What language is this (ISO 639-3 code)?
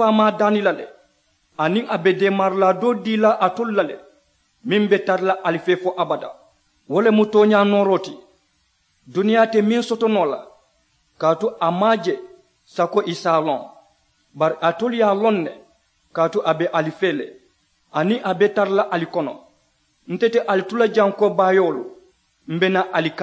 man